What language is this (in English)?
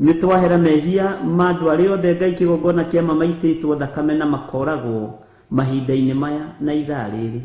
Kikuyu